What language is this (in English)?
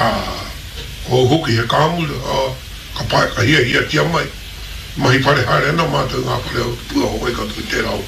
Māori